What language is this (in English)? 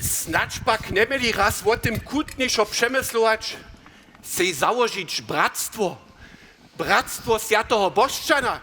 Upper Sorbian